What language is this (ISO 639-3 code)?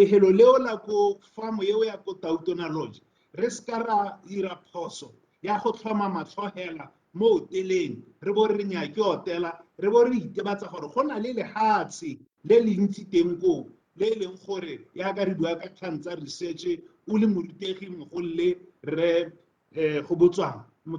tsn